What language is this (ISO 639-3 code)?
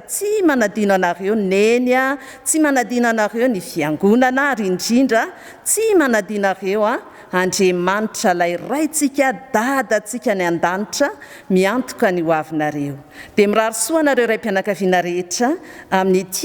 mlg